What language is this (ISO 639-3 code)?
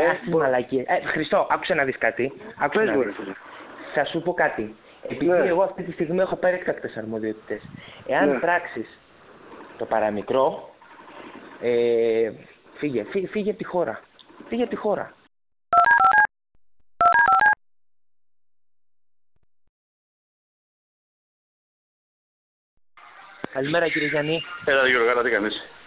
ell